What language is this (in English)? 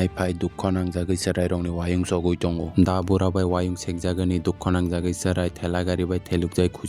Kok Borok